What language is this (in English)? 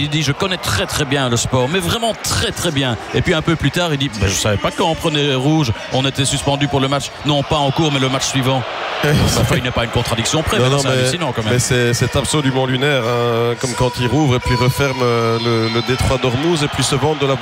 French